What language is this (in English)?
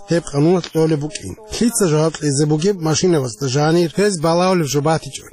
Avaric